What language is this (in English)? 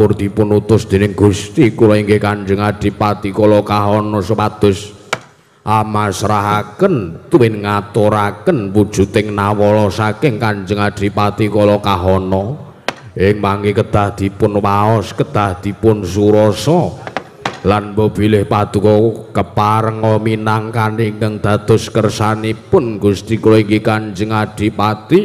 Javanese